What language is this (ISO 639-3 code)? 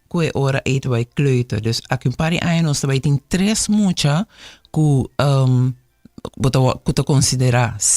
pap